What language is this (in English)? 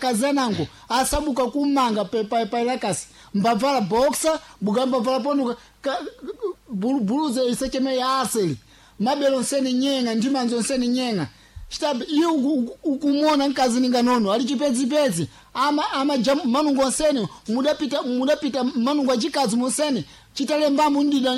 Sena